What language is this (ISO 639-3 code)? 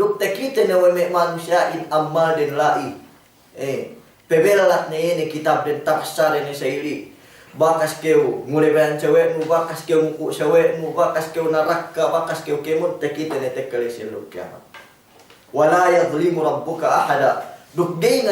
yka